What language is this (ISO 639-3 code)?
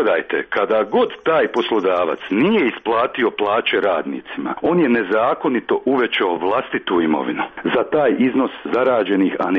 hrv